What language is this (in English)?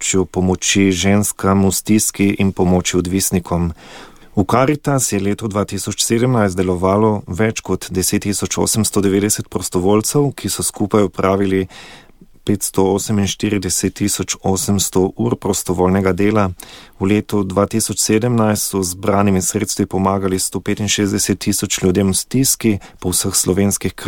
Slovenian